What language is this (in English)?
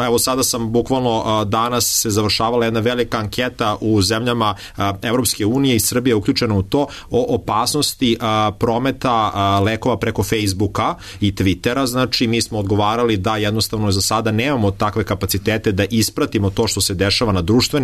Serbian